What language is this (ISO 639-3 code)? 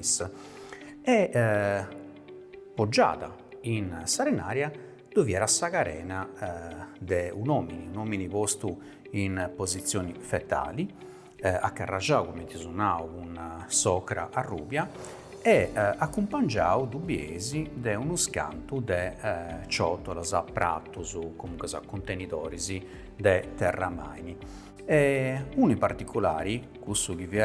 srd